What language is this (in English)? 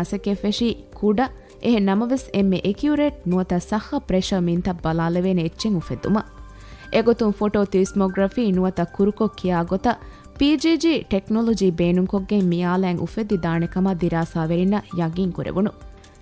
Divehi